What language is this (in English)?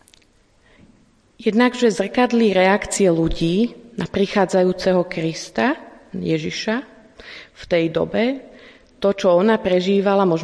Slovak